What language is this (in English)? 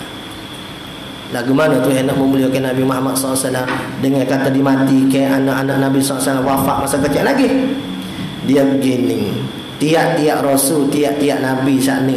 Malay